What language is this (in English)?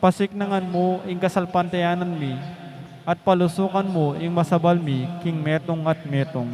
Pampanga